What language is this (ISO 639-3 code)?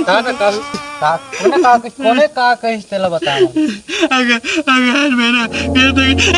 hne